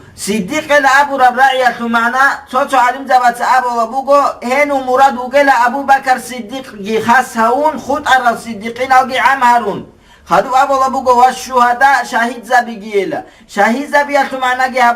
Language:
Avaric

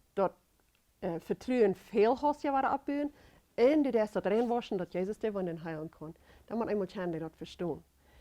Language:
Plautdietsch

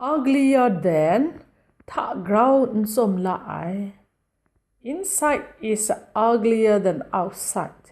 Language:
Kachin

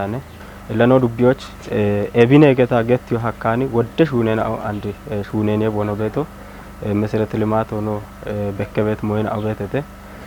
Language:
Kafa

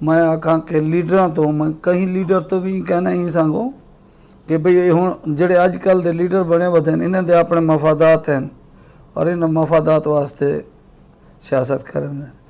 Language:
Western Panjabi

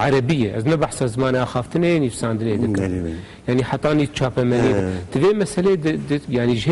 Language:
Kurdish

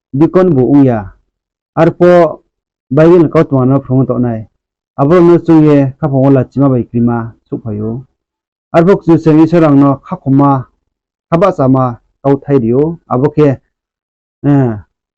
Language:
Riang (India)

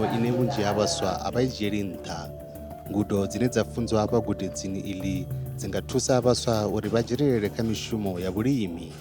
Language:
Venda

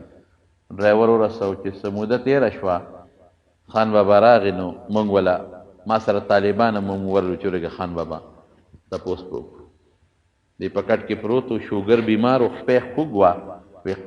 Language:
Pashto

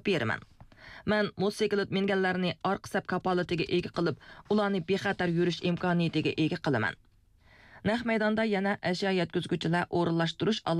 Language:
Uyghur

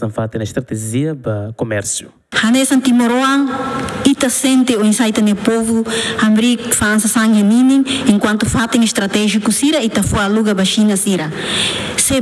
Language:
Tetum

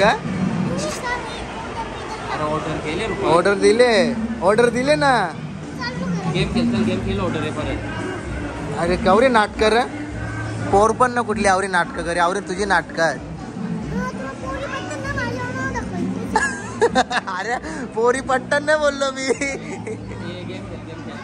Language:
Marathi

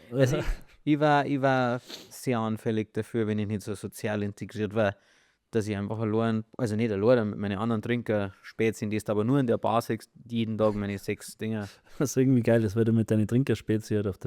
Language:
Bavarian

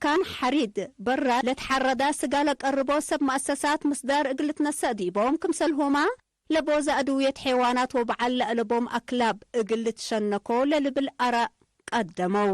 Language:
Tigre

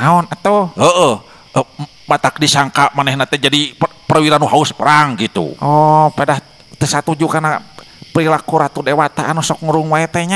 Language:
Sundanese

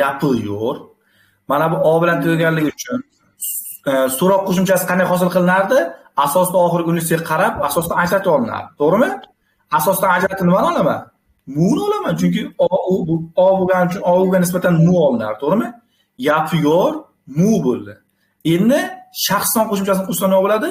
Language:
Uzbek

